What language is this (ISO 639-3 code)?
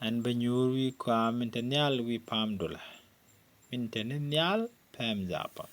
nus